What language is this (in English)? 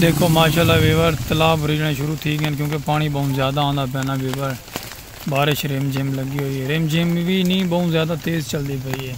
Saraiki